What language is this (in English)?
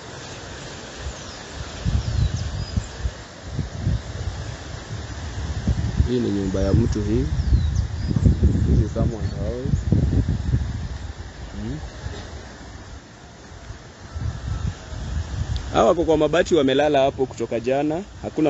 Swahili